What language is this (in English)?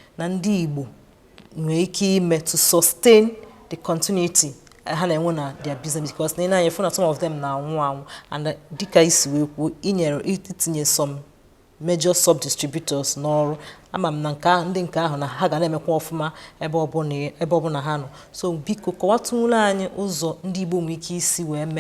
Igbo